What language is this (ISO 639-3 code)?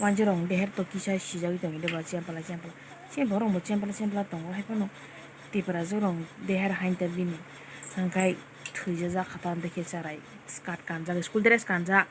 trp